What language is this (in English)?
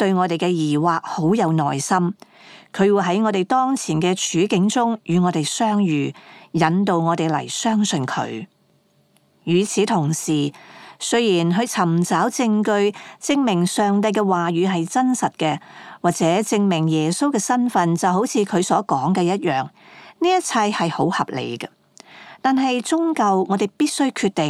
Cantonese